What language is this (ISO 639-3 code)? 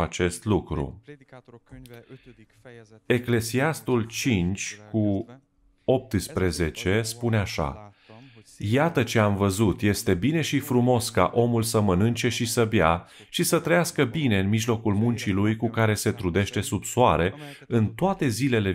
ron